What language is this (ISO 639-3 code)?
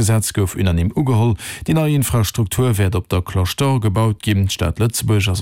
ltz